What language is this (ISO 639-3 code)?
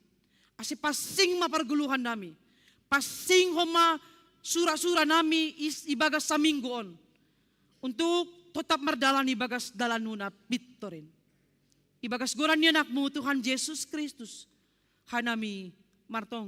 bts